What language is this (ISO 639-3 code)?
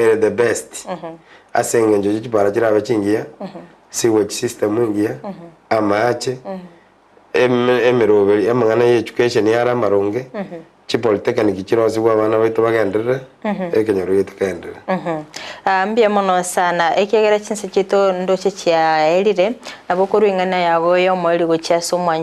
guz